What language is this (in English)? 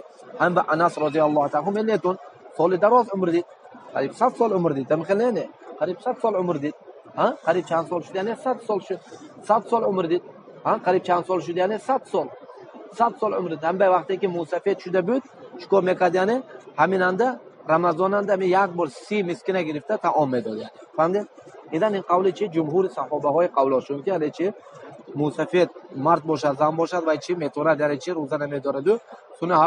Tajik